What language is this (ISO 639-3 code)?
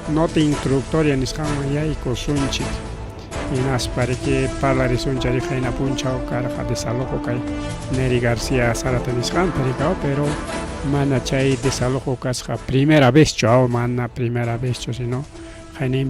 quy